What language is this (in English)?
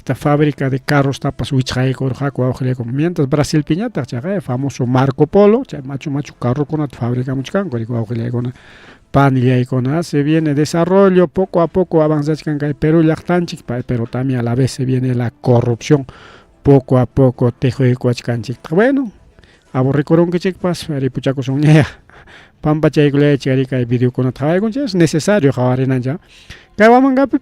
Ayacucho Quechua